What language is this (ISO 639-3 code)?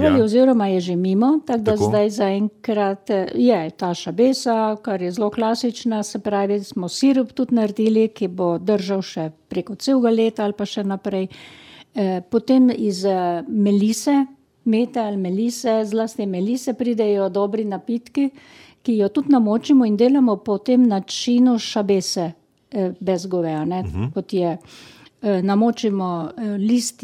slv